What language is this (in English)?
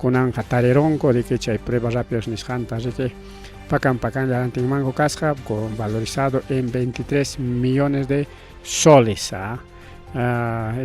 Ayacucho Quechua